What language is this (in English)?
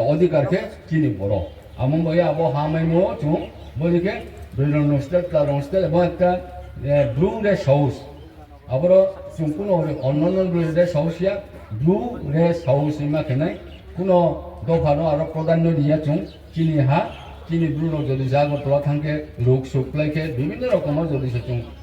Riang (India)